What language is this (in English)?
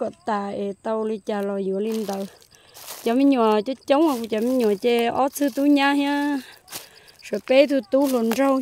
Hmong